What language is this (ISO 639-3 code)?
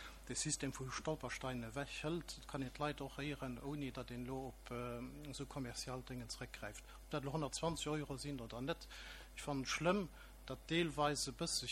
ltz